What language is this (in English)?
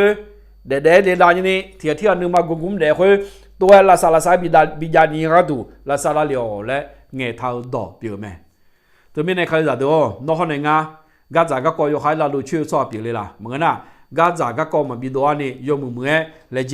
Akha